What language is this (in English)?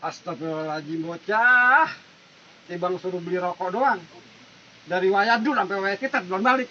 Betawi